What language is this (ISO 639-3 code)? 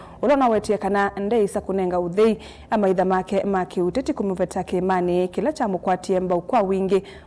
kam